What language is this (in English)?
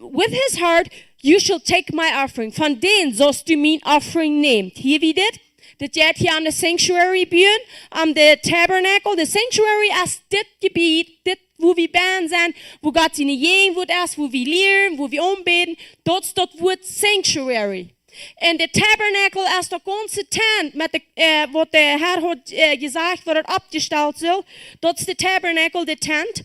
Plautdietsch